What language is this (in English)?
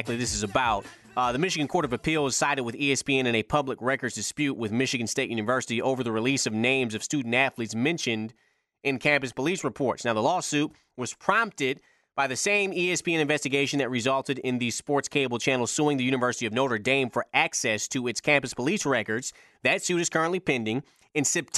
English